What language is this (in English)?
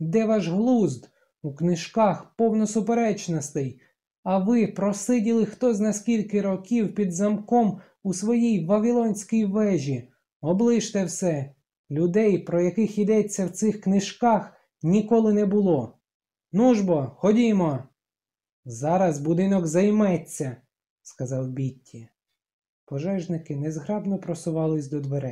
Ukrainian